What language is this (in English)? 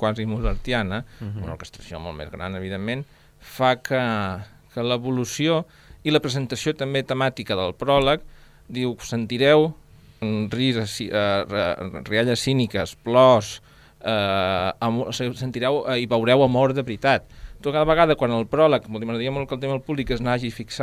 Catalan